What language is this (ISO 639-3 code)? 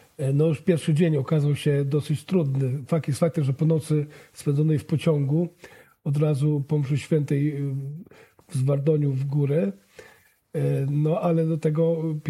pol